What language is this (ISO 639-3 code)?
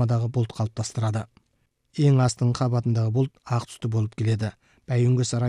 kaz